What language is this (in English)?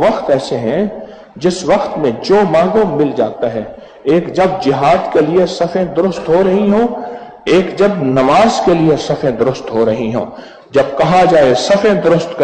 Urdu